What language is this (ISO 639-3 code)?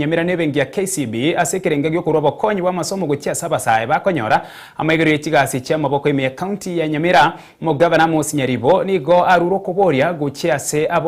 guz